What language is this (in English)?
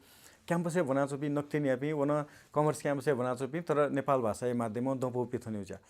Newari